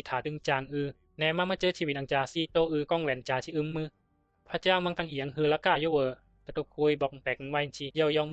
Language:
Bisu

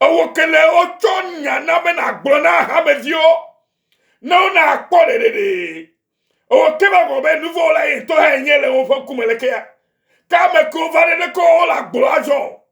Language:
Ewe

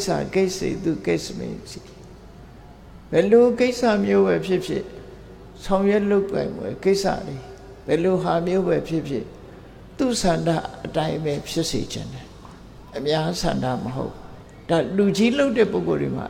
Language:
Burmese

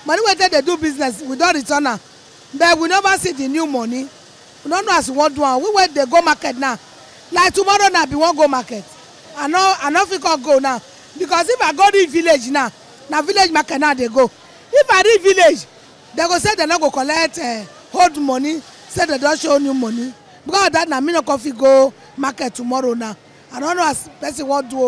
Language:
Nigerian Pidgin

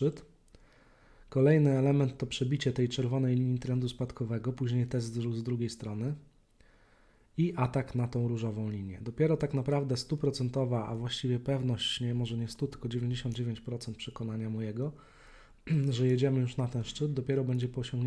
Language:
Polish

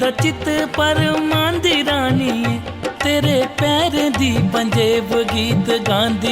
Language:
Dogri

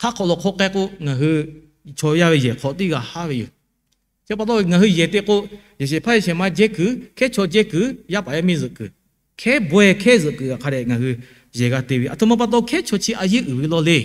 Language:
Lahu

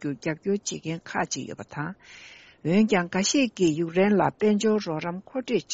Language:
Tibetan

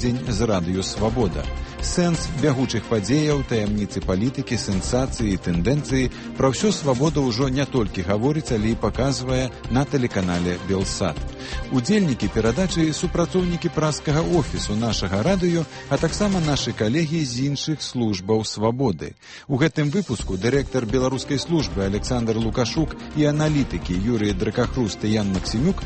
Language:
Belarusian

